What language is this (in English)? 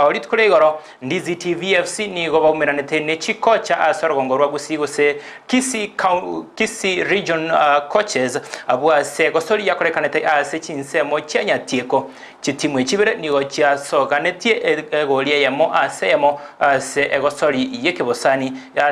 Gusii